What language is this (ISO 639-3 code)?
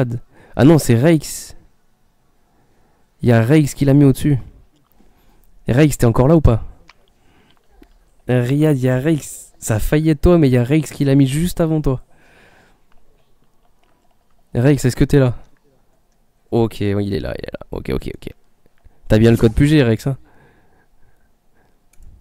fra